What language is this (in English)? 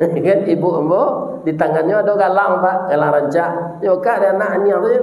Minangkabau